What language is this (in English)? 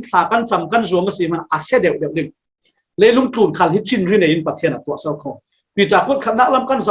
Falam Chin